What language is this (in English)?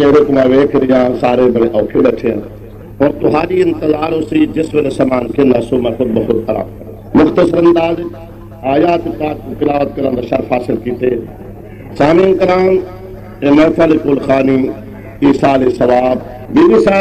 Saraiki